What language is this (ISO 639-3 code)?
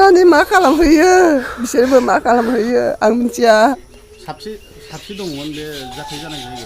brx